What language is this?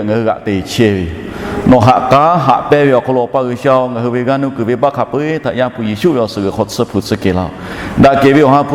Lahu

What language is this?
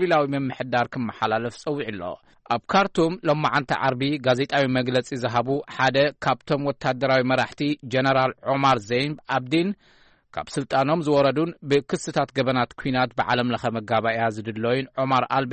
Tigrinya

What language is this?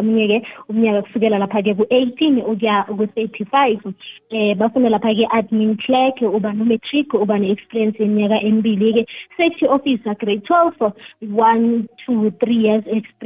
South Ndebele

